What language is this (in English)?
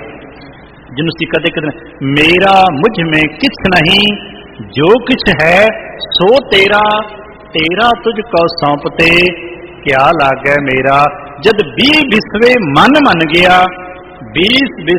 Punjabi